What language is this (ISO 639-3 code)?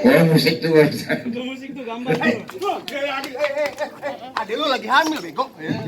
bew